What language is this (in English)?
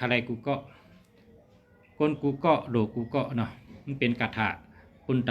Shan